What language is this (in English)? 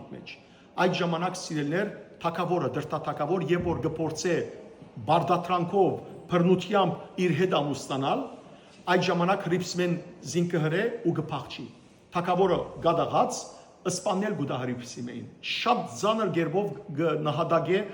Western Armenian